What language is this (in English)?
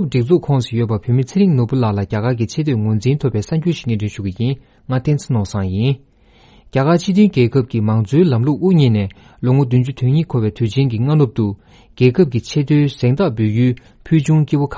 Tibetan